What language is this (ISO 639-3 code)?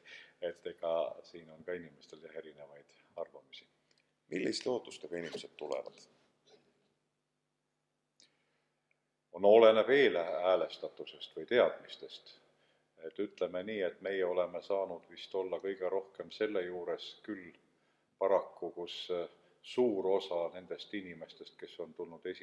est